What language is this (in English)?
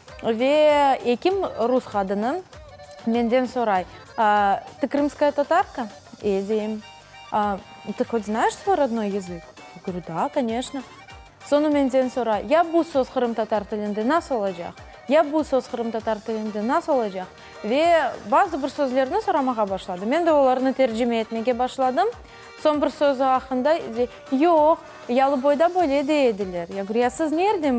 Crimean Tatar